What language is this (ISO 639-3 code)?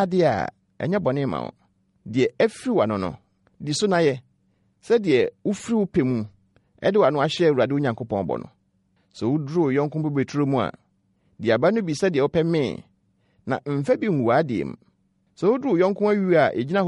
aka